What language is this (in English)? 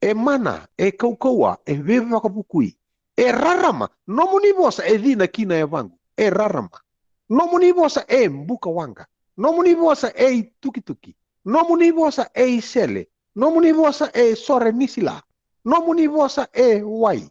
Fijian